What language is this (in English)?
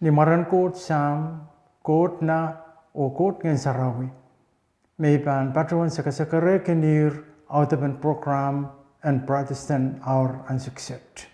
Pohnpeian